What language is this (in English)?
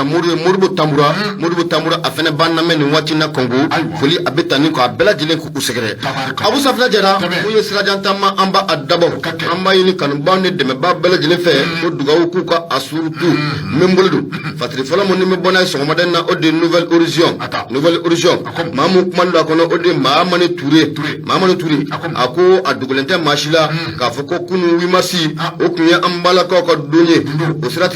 Bambara